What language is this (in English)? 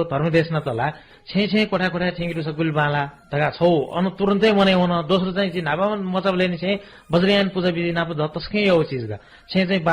Newari